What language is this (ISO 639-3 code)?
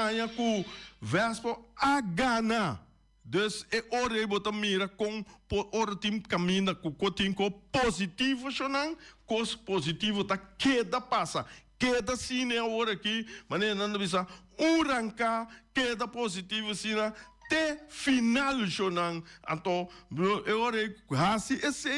pap